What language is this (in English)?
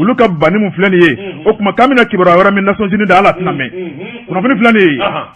Bambara